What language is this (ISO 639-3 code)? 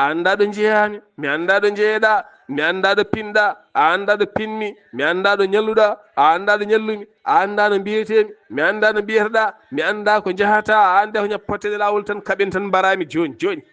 ful